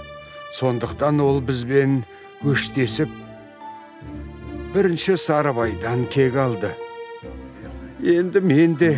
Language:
Kazakh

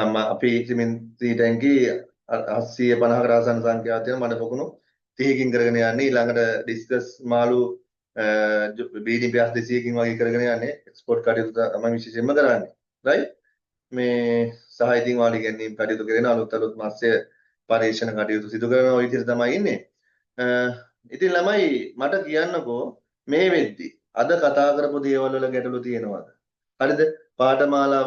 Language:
Sinhala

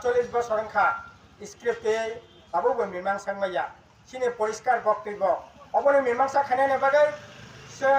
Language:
Kok Borok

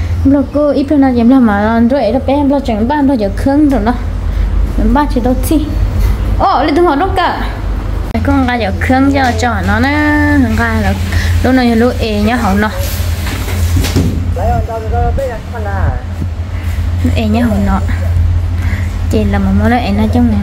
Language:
Vietnamese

